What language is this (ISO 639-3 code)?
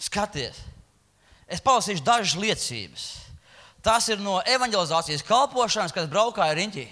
lav